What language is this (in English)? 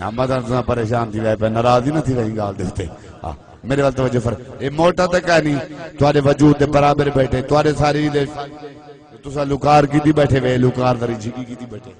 Saraiki